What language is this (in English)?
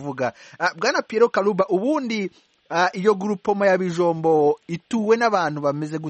Kinyarwanda